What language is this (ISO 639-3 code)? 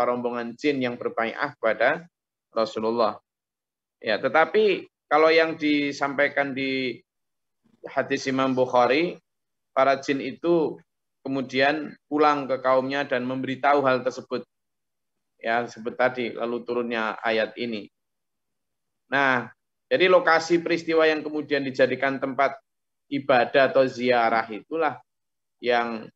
ind